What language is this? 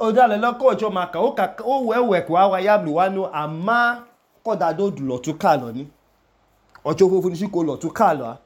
Idoma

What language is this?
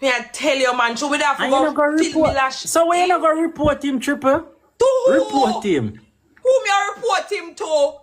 Jamaican Creole English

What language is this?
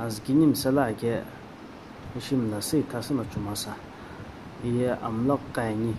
Sumi Naga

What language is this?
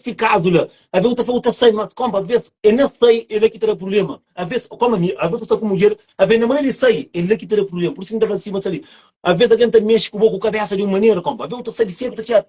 Kabuverdianu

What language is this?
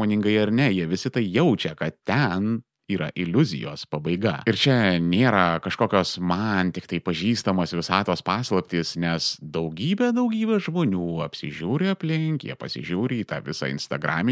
Lithuanian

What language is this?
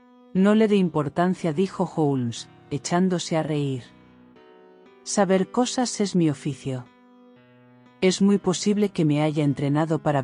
Spanish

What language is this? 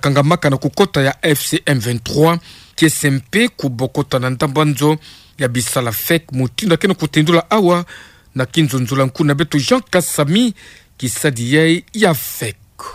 Kituba (Democratic Republic of Congo)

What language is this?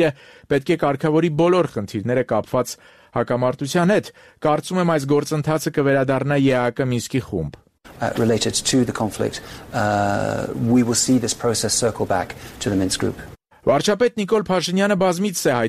Armenian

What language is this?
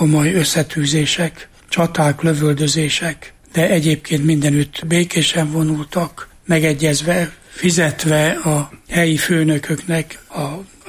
Hungarian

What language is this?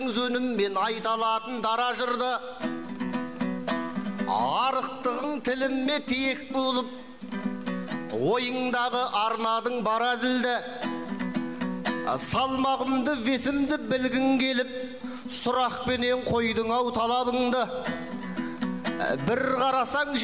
Kazakh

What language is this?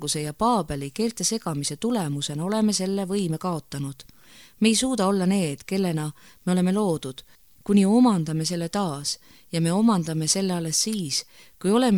Estonian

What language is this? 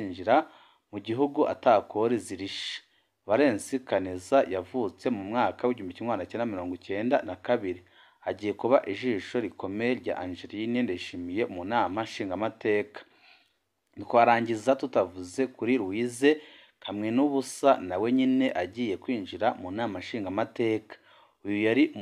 Rundi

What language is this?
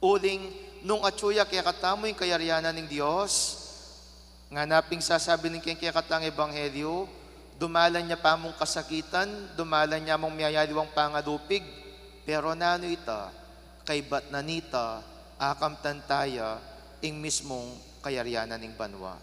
Pampanga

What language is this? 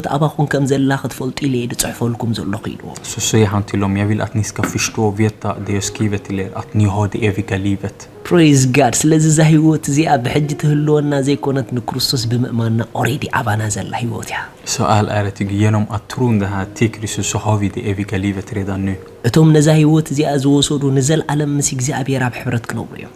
Tigrinya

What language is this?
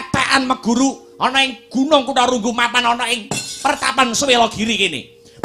Javanese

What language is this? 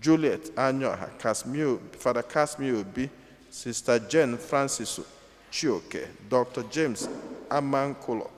Igbo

